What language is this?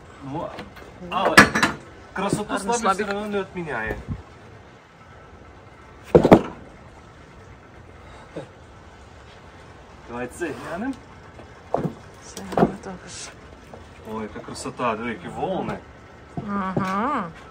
Ukrainian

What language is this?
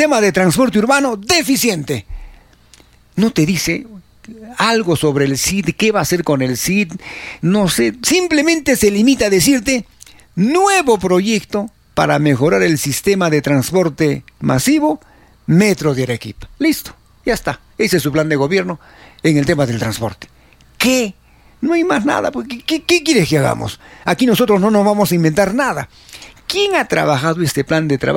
Spanish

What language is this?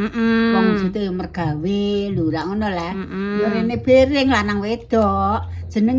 Javanese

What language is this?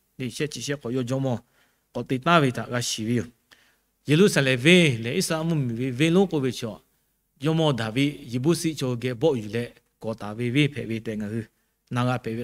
Lahu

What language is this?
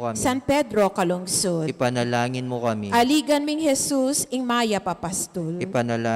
Pampanga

